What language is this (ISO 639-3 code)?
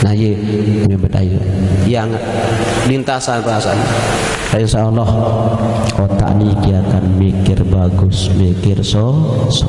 sas